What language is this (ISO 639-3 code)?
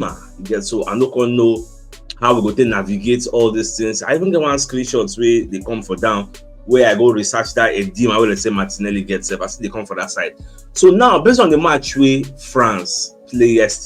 pcm